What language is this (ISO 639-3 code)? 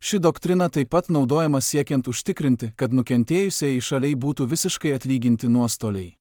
lit